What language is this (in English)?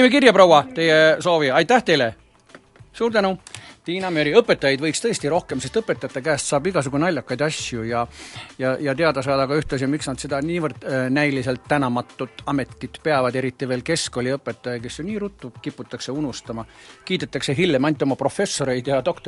Estonian